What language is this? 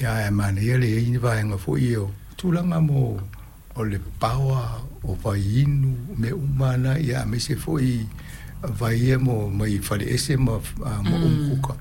Samoan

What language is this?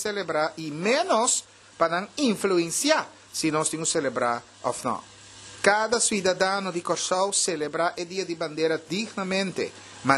Papiamento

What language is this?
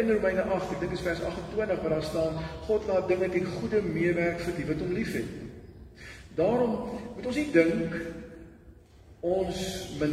Afrikaans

